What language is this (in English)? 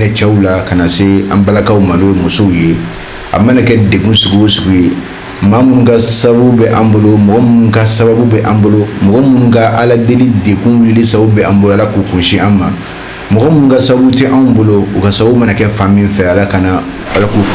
Bambara